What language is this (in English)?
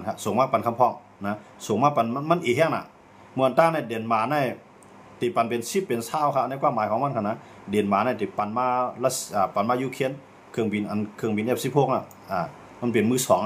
Shan